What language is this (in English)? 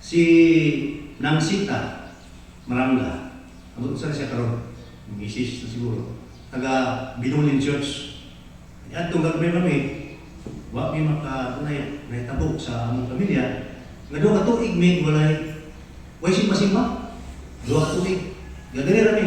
Cebuano